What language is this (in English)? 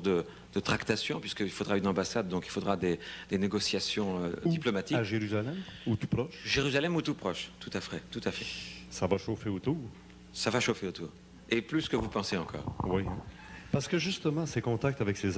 French